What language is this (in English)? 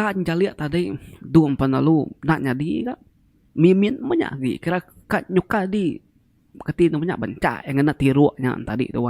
Iban